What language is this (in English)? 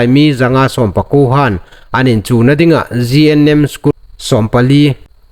Hmar